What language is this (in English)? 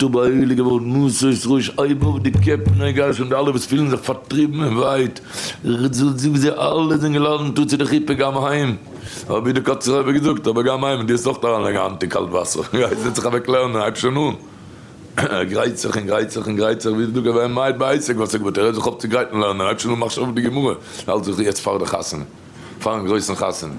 Yiddish